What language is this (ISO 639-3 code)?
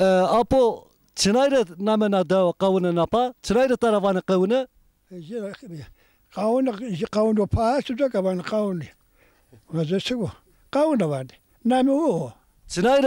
zza